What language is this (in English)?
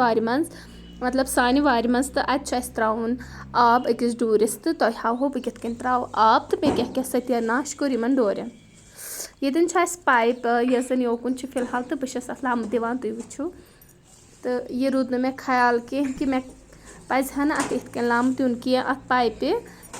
Kashmiri